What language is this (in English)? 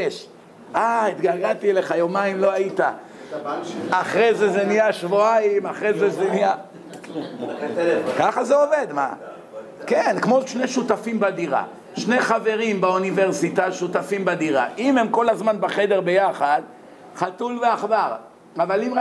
Hebrew